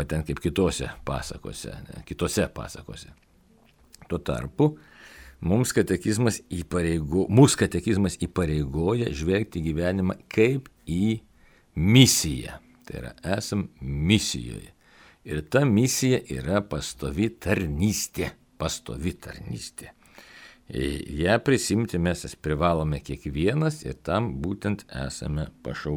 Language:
Lithuanian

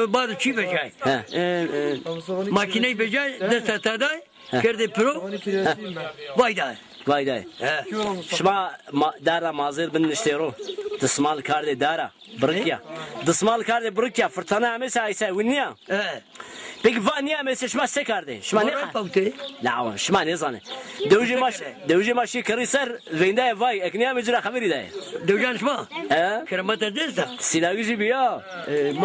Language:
Zaza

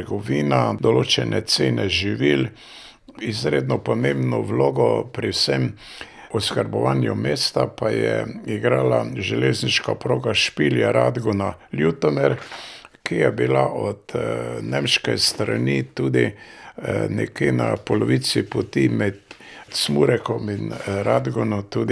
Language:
Slovenian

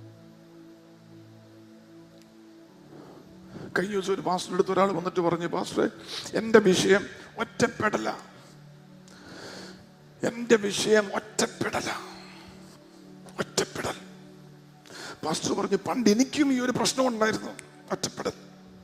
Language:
Malayalam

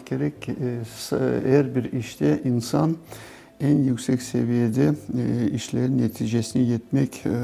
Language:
Crimean Tatar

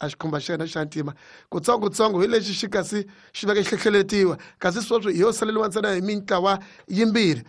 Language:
Tsonga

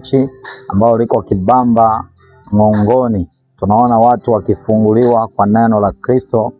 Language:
Swahili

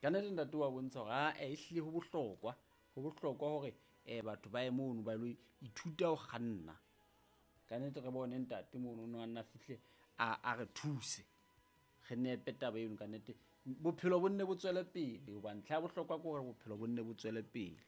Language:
Southern Sotho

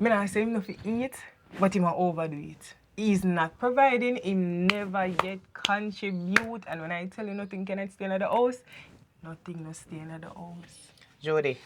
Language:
Jamaican Creole English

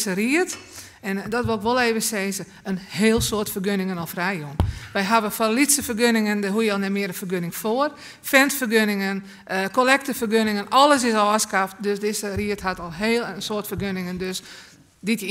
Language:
Western Frisian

